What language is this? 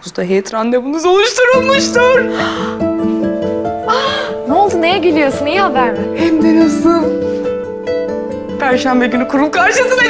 Turkish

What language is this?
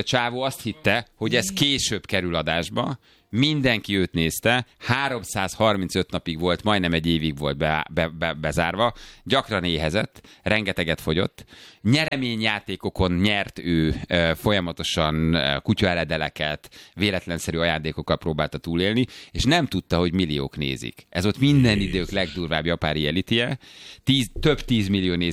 Hungarian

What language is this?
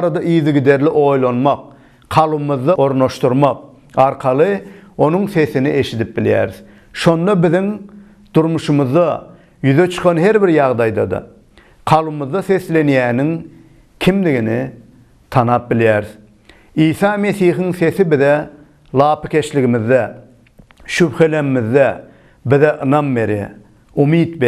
Turkmen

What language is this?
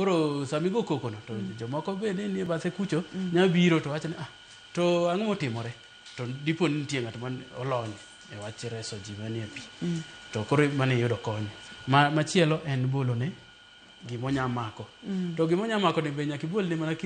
Luo (Kenya and Tanzania)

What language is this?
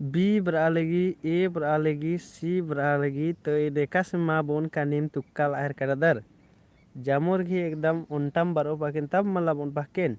Kurukh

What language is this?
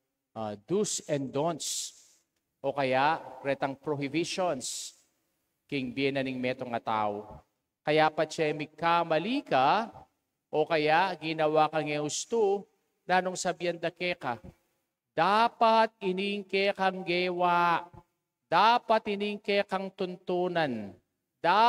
Pampanga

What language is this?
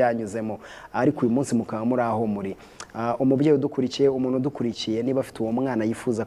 Kinyarwanda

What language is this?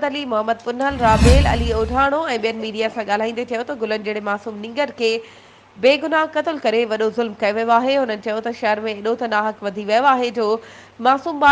Sindhi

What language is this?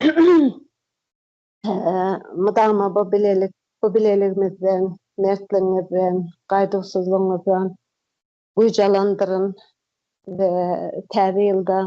Turkmen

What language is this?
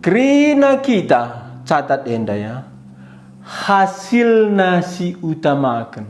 Batak Karo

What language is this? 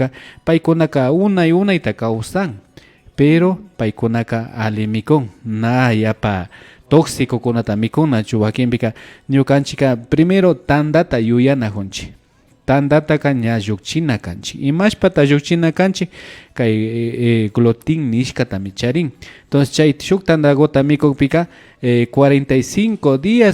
Imbabura Highland Quichua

